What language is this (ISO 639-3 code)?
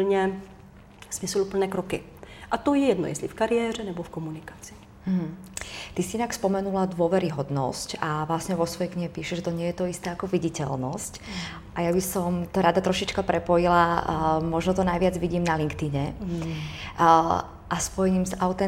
ces